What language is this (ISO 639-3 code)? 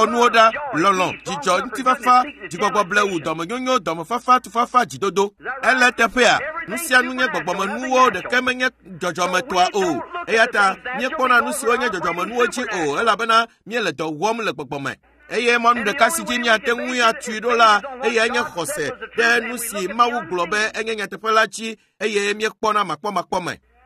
ewe